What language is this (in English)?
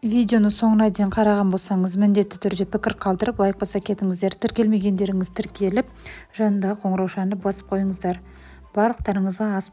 Kazakh